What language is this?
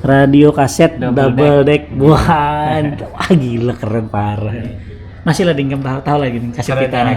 Banjar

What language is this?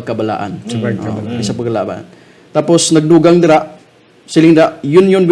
Hiligaynon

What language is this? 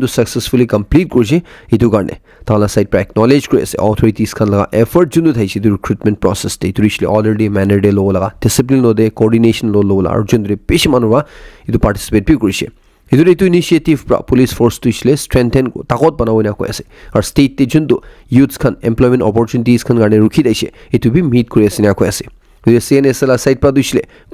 Naga Pidgin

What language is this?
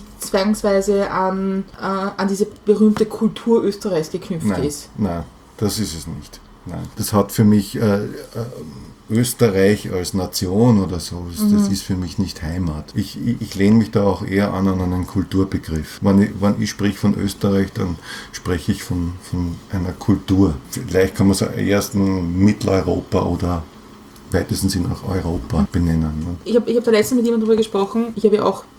German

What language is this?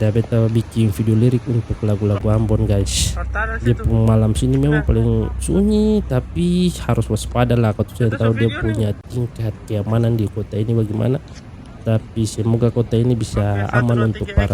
Ambonese Malay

